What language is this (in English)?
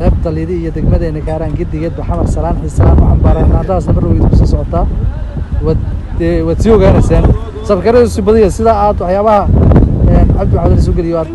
Somali